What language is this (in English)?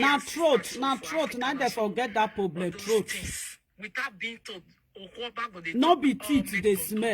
Nigerian Pidgin